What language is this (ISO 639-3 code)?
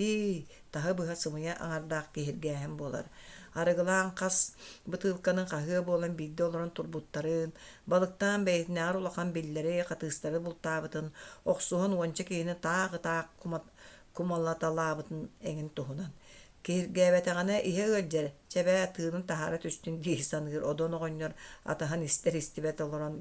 sah